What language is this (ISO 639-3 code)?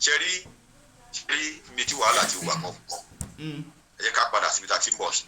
yor